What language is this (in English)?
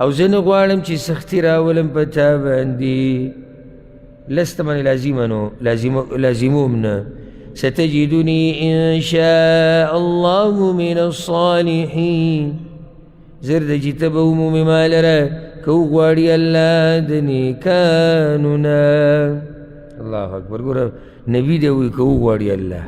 Pashto